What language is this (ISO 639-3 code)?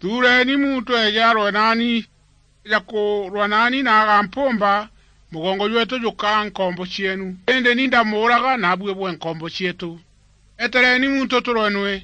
mer